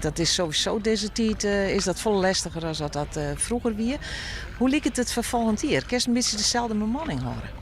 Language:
Western Frisian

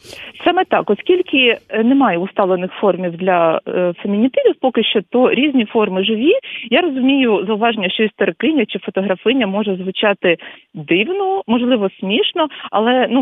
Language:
Ukrainian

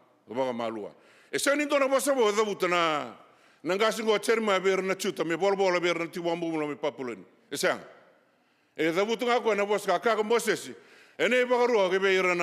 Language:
Fijian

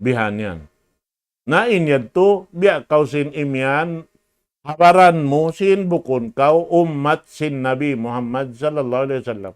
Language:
Tausug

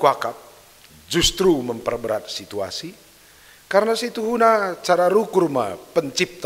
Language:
Batak Karo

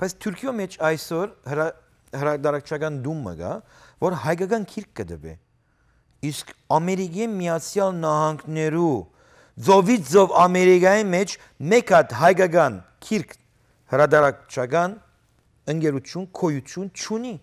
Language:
Western Armenian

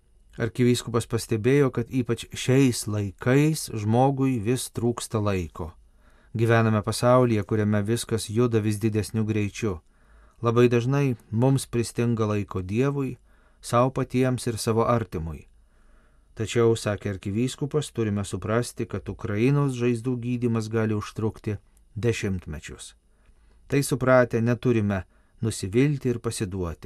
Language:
Lithuanian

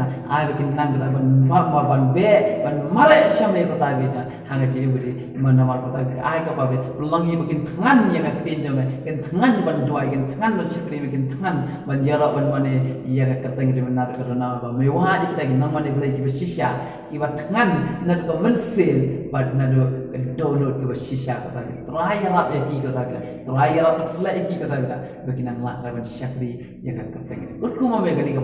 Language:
Khasi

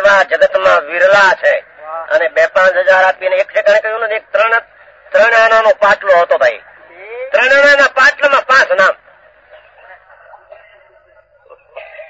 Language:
Gujarati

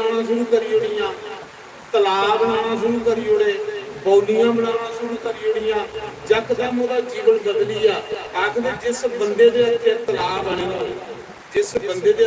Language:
Dogri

